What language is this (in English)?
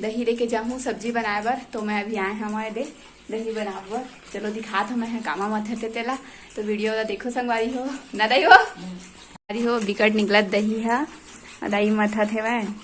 Chhattisgarhi